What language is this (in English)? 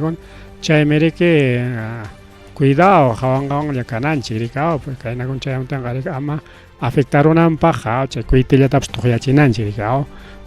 Ayacucho Quechua